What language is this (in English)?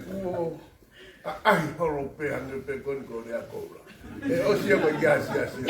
Tongan